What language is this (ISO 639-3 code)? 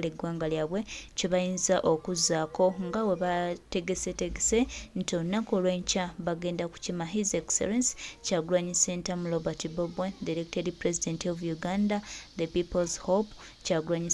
lug